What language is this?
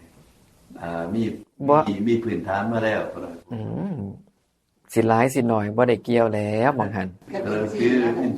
Northeastern Thai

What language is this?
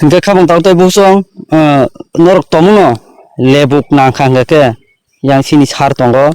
Kok Borok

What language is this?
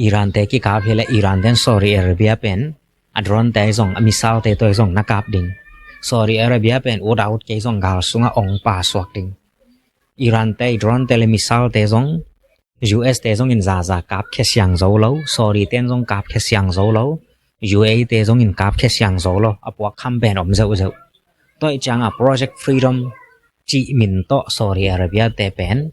Tedim Chin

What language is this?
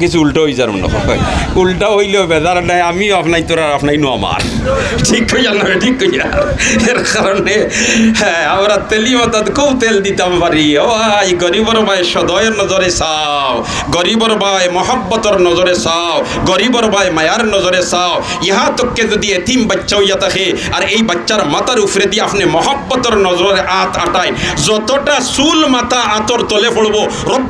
Sylheti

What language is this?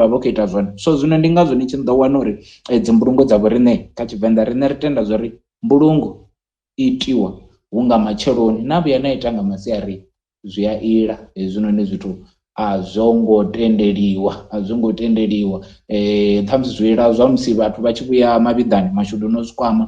Venda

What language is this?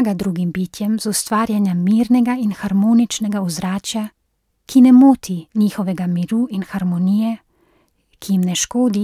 Slovenian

